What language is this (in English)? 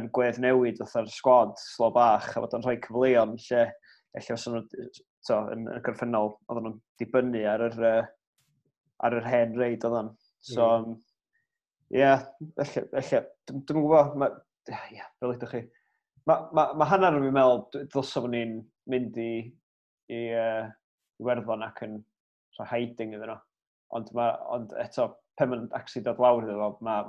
Welsh